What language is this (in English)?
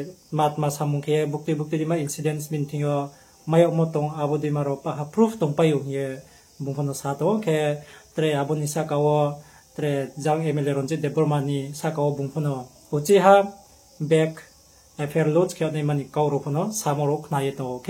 Riang (India)